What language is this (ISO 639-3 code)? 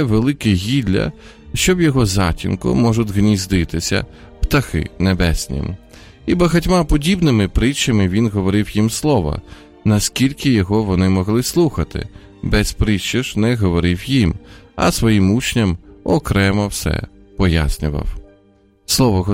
ukr